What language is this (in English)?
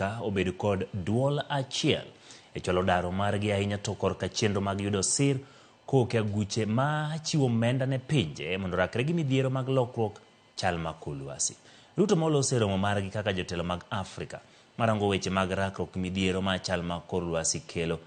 Luo (Kenya and Tanzania)